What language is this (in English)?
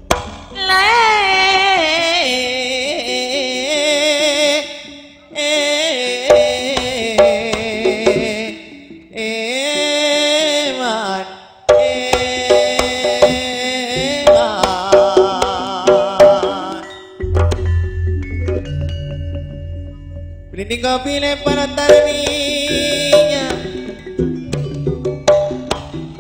Indonesian